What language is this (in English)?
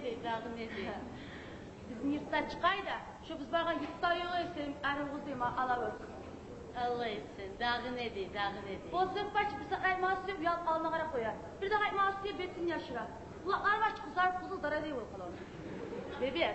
Kumyk